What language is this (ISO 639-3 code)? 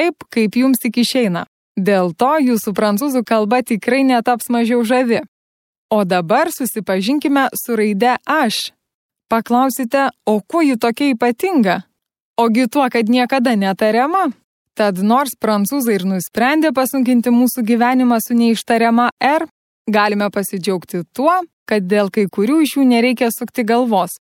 lit